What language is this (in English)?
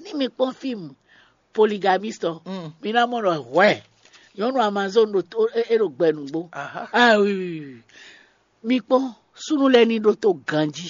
Fon